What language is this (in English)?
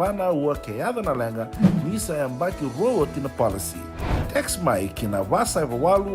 Fijian